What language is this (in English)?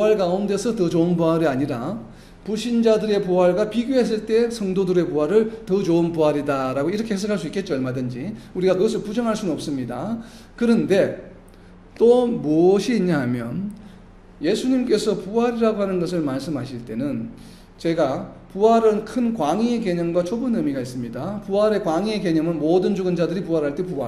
Korean